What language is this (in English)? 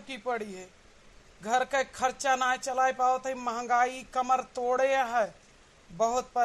Awadhi